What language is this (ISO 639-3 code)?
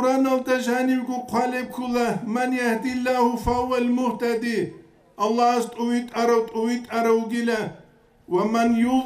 ava